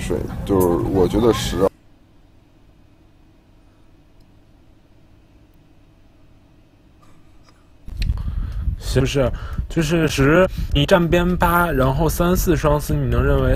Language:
Chinese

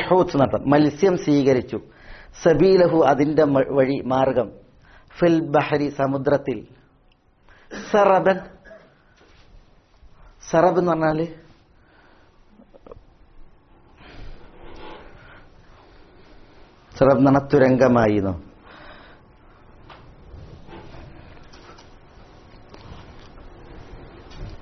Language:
Malayalam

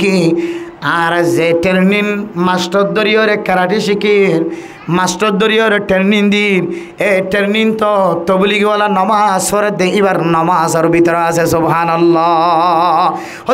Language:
Rohingya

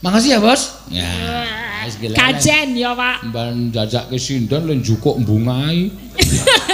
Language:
Javanese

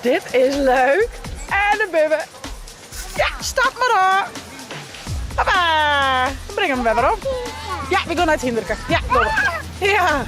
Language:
Western Frisian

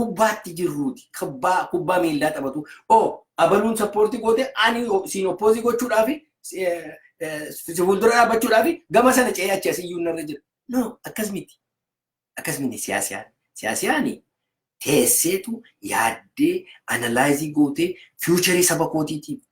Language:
Oromo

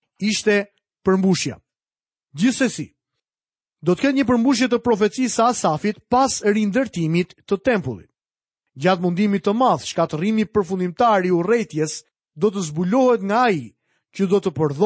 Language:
Albanian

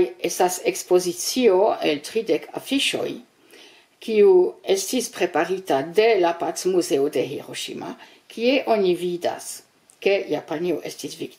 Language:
Esperanto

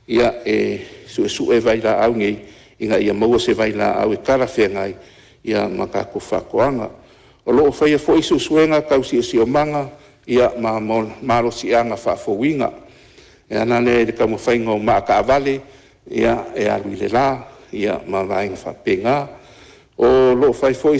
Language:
Samoan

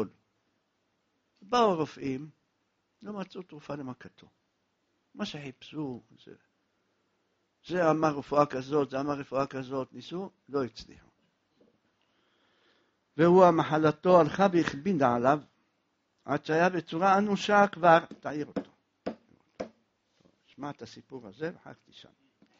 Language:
Hebrew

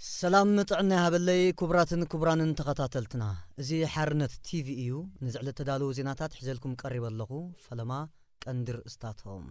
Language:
Tigrinya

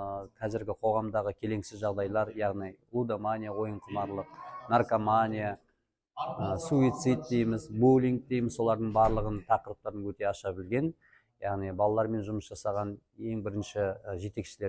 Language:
Kazakh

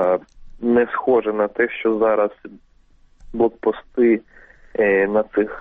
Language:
Ukrainian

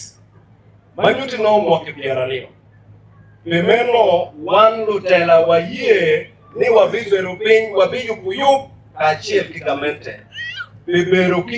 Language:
Acoli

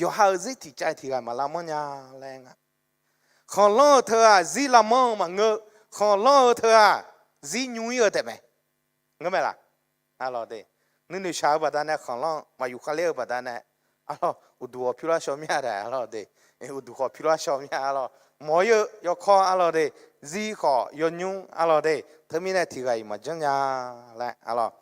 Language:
Akha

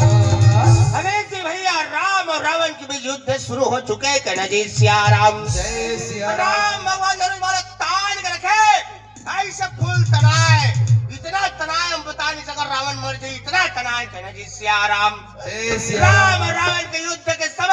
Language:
Chhattisgarhi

